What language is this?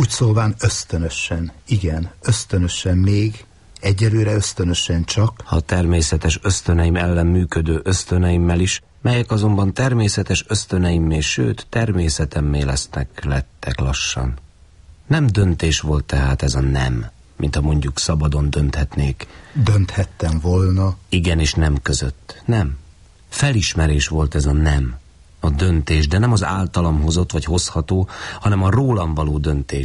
Hungarian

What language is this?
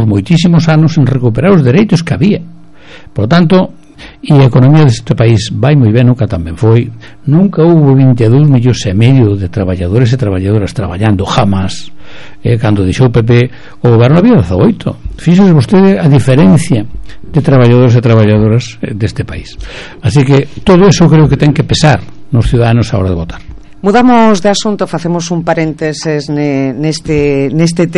Galician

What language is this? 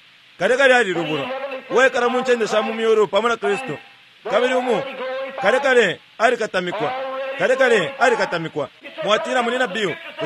Bemba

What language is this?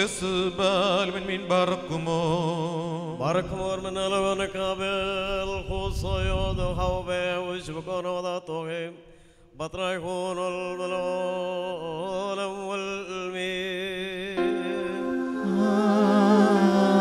Malayalam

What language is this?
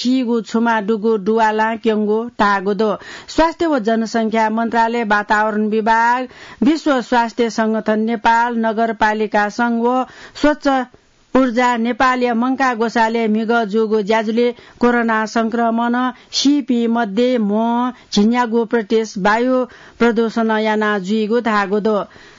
Newari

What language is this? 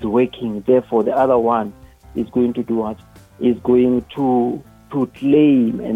Northern Sotho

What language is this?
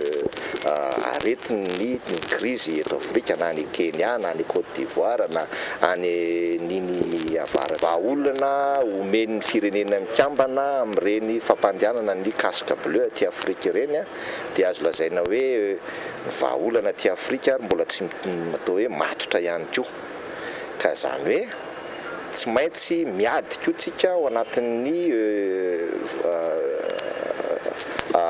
Malagasy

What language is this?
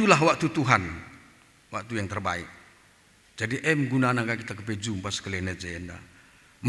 Batak Karo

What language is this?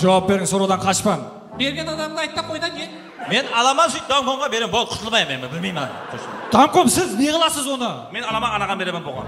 Kara-Kalpak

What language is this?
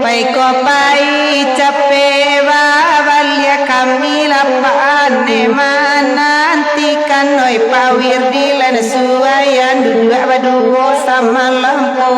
Minangkabau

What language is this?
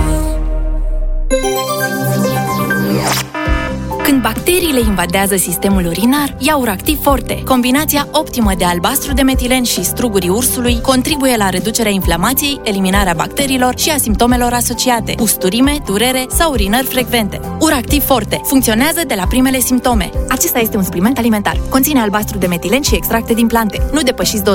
Romanian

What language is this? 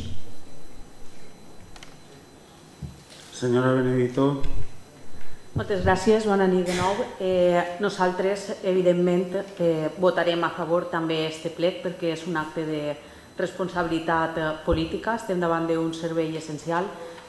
Catalan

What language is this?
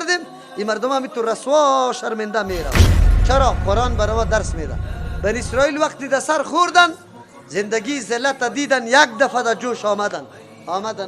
Persian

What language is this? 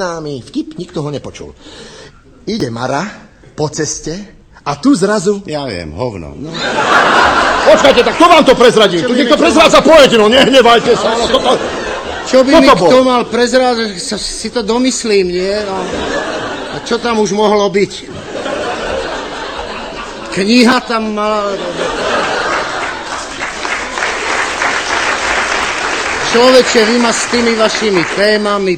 Slovak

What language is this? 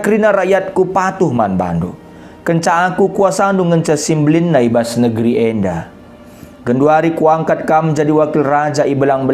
Batak Karo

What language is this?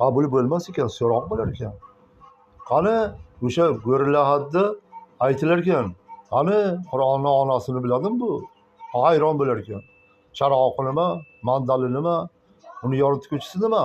Uzbek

